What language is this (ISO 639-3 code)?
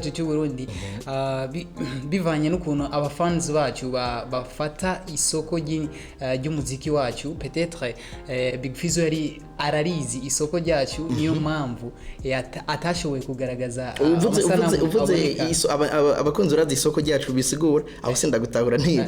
run